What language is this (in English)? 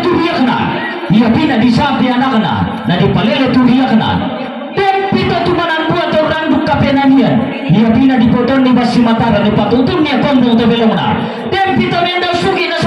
Toraja-Sa'dan